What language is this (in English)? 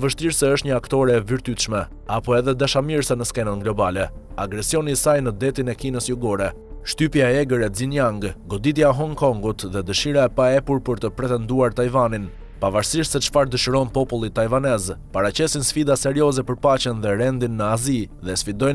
Albanian